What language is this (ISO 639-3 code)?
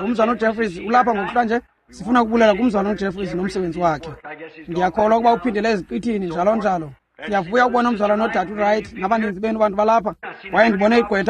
xho